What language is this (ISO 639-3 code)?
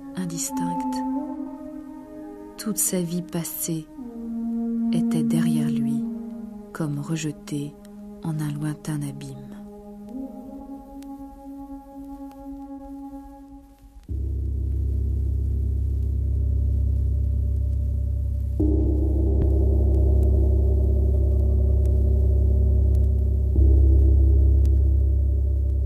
fra